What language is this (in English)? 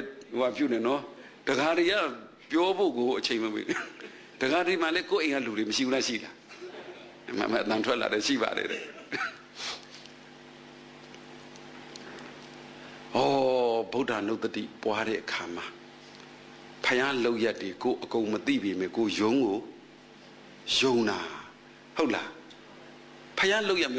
Burmese